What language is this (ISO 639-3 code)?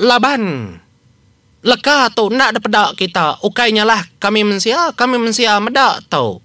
iba